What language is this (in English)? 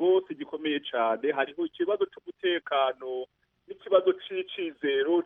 Kinyarwanda